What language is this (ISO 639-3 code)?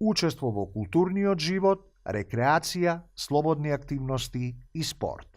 mkd